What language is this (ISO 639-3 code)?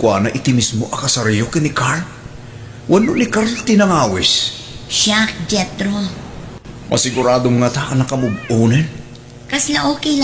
ilo